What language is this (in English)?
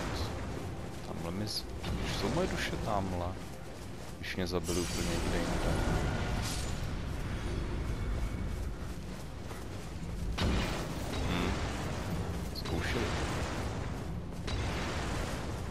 Czech